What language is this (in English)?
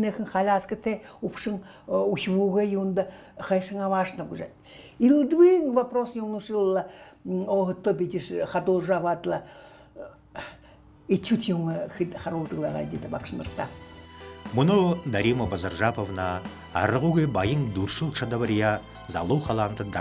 Buriat